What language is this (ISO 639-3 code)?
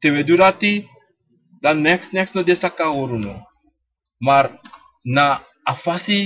srn